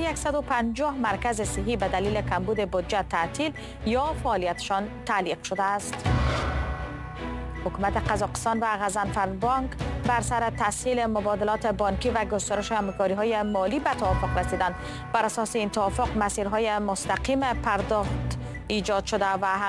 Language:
Persian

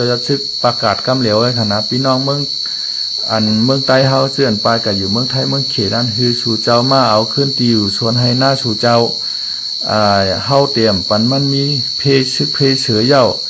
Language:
Shan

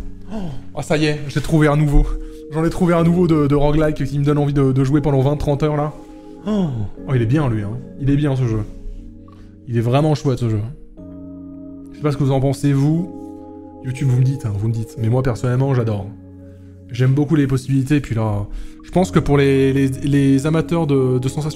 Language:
French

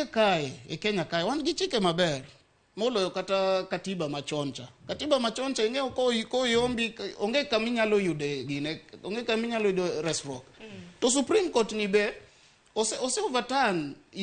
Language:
Luo (Kenya and Tanzania)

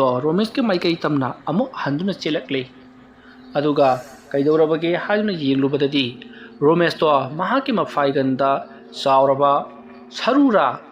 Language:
Manipuri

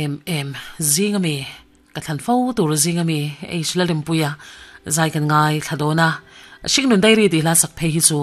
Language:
Mizo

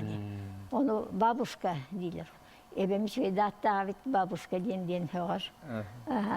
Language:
Yakut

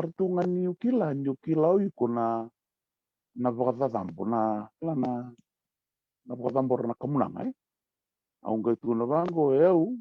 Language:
Fijian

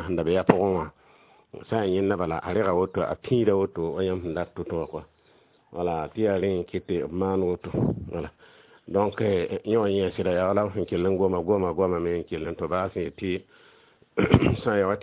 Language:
Mossi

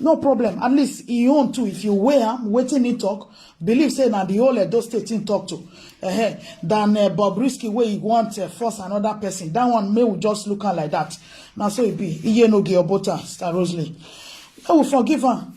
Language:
Nigerian Pidgin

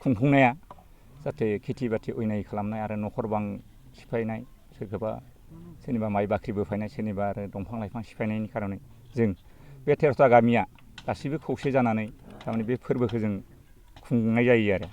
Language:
Bodo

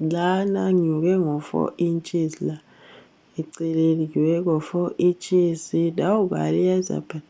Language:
Zulu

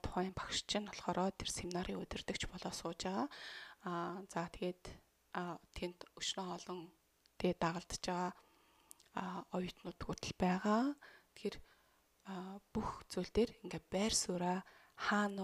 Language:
Mongolian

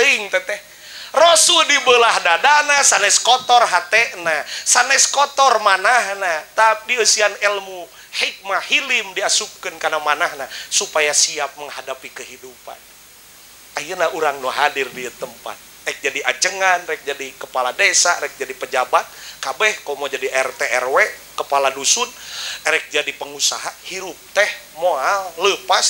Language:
Sundanese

